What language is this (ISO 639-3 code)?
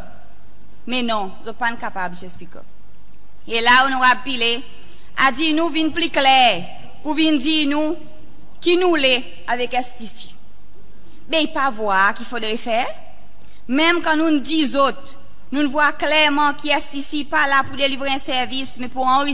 crs